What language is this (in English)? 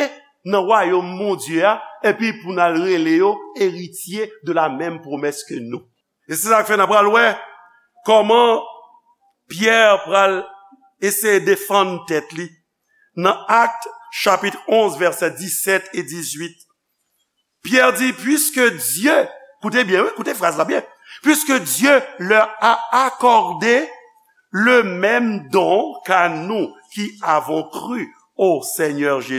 Haitian Creole